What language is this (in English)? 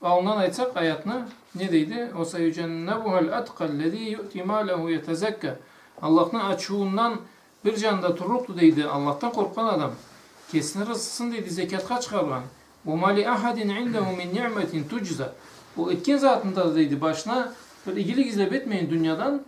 Karachay-Balkar